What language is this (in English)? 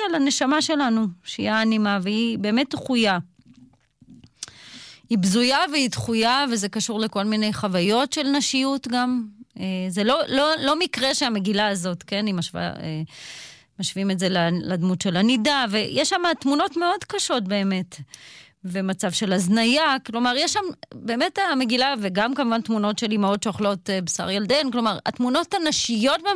Hebrew